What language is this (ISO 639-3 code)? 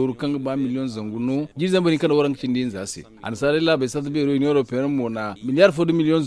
dje